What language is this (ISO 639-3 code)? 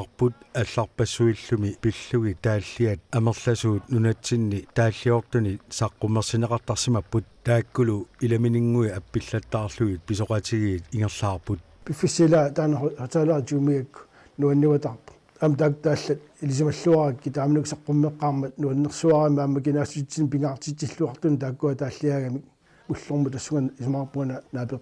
kal